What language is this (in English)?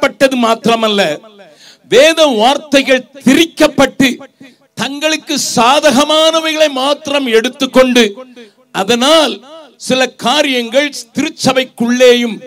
Tamil